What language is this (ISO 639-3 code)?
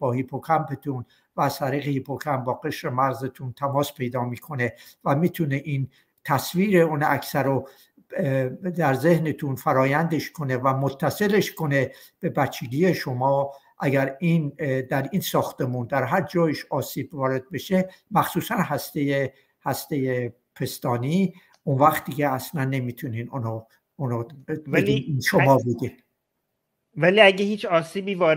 fas